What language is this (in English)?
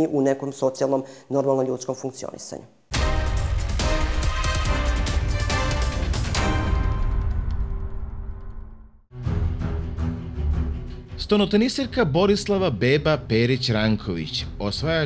Serbian